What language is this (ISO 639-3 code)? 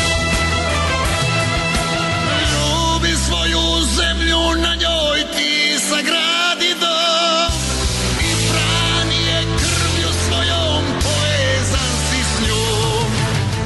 hrv